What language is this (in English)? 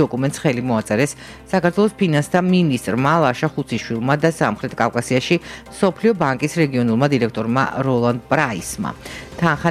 Georgian